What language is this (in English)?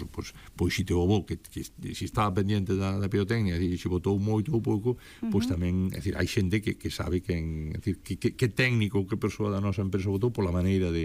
Galician